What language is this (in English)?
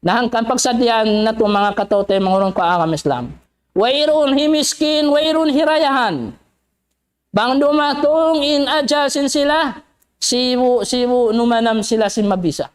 Tausug